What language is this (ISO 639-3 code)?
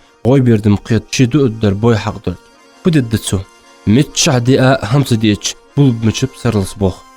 inh